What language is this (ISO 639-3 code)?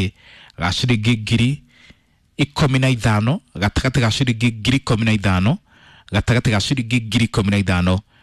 kik